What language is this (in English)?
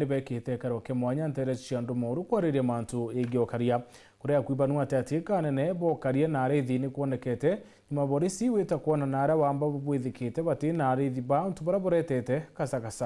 Meru